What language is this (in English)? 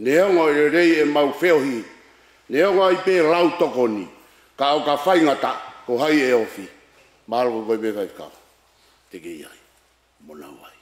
Tongan